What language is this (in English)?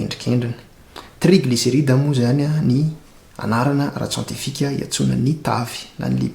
Malagasy